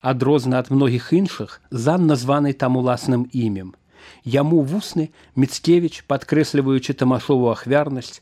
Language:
Belarusian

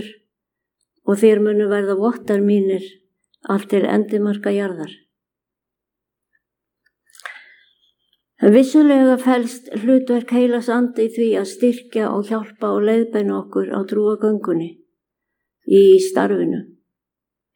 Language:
Icelandic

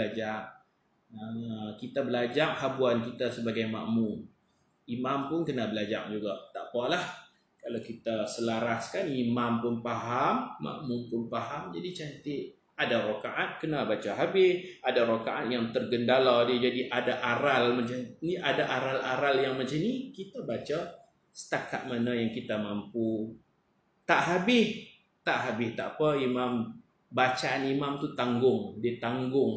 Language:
Malay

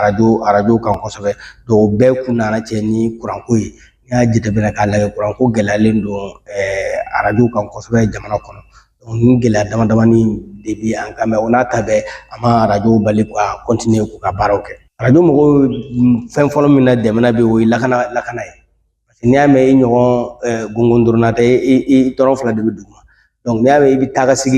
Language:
Bambara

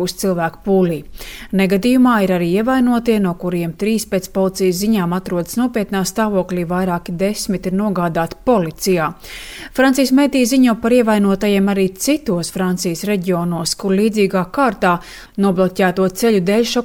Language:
Latvian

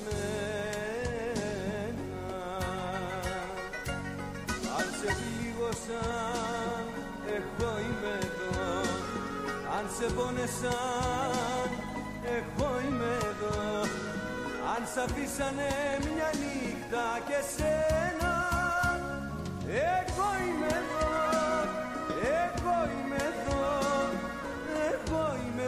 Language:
Greek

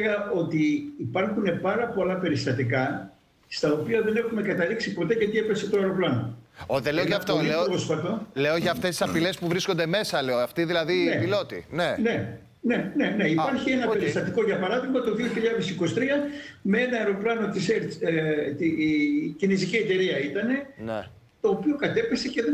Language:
Greek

